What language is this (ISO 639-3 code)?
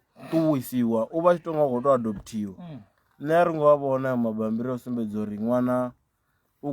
ven